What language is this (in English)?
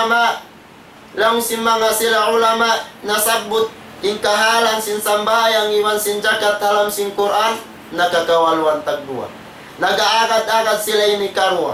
Tausug